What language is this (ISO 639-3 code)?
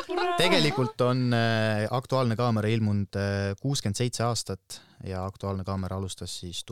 est